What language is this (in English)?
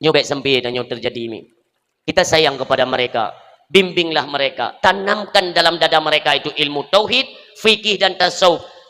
Achinese